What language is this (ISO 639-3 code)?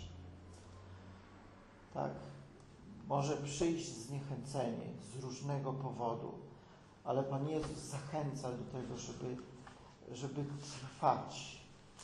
pol